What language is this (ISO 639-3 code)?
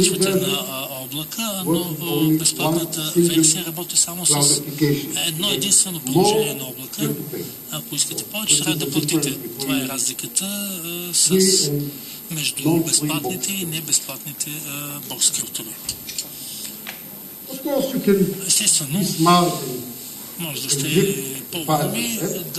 bul